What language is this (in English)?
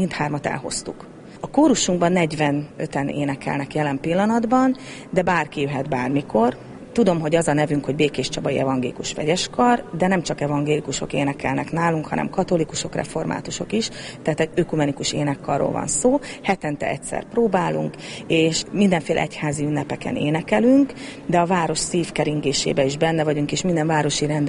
Hungarian